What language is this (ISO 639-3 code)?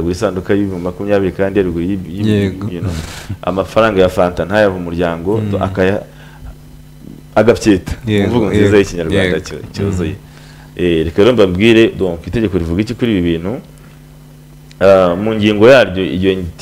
kin